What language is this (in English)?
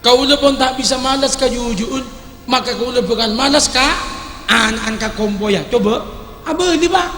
Madurese